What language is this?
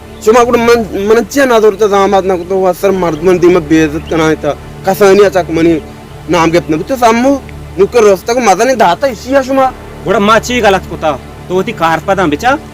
Baluchi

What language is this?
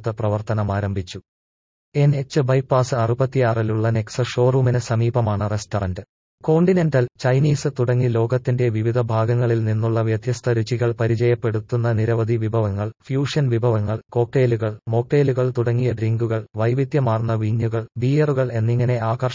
Malayalam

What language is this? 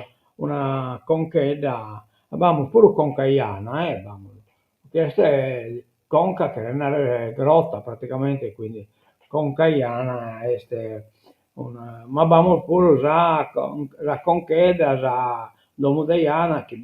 Sardinian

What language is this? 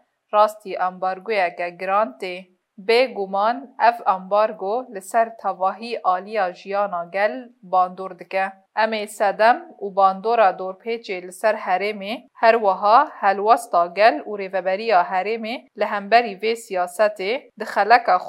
Kurdish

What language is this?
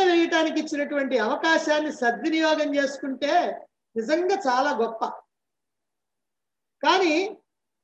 Telugu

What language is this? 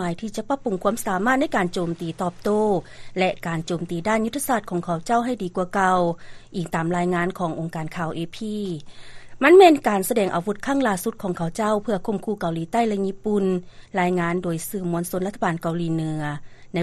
Lao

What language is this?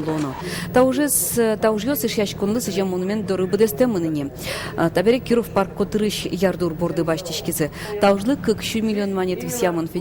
Udmurt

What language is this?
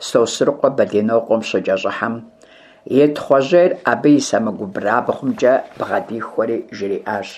Kabardian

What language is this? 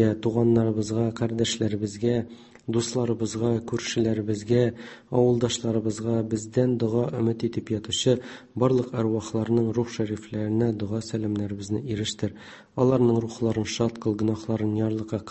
Tatar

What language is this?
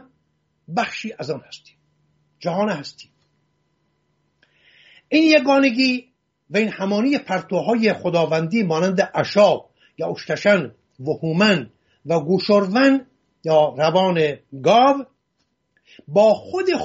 Persian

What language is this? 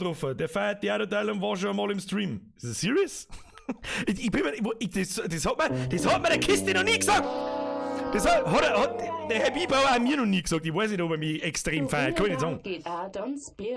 Bavarian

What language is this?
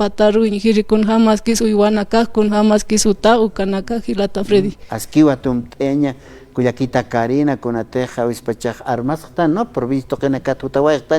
Aymara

